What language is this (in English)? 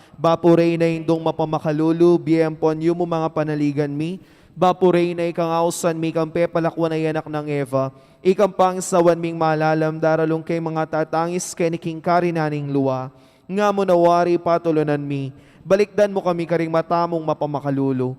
Pampanga